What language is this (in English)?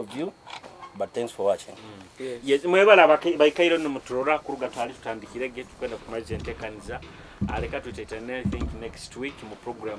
Nyoro